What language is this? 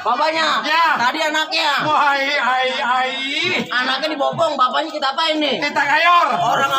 Betawi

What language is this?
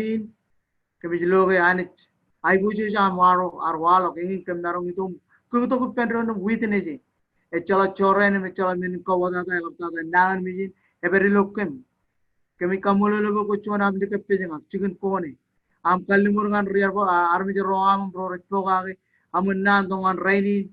Marshallese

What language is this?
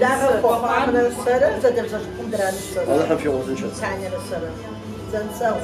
Kabardian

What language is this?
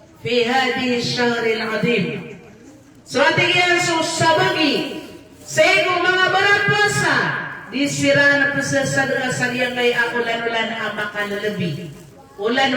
Maranao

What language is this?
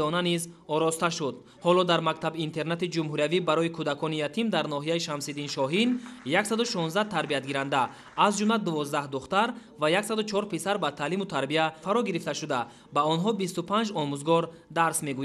Tajik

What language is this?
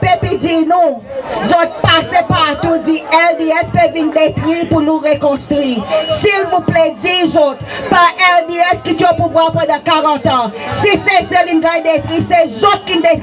Seselwa Creole French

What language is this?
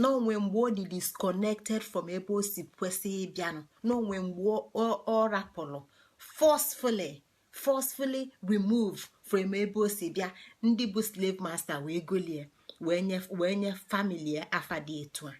Igbo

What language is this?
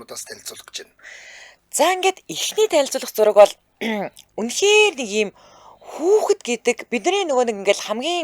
Mongolian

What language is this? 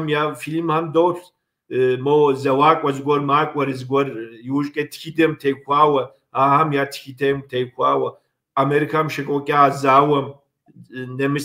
Kabardian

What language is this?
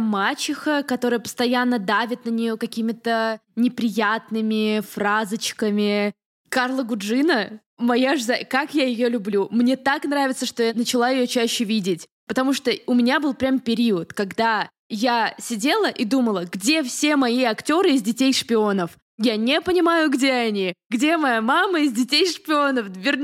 Russian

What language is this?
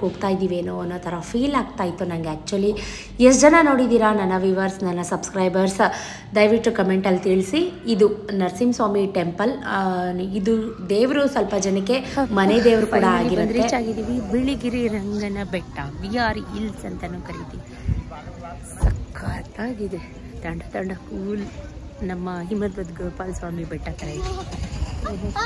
Kannada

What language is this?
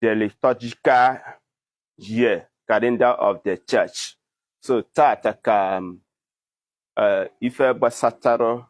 Igbo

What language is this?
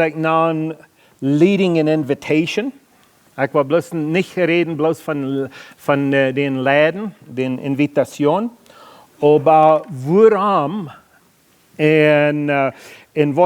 Plautdietsch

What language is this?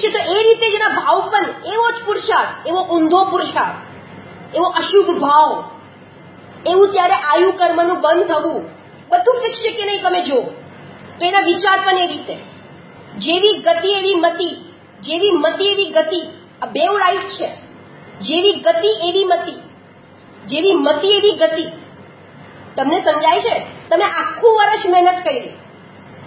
Gujarati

